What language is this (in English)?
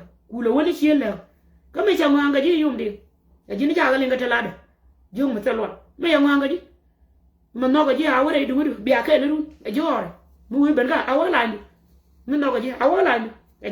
Nuer